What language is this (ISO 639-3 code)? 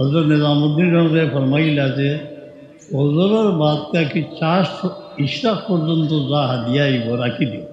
syl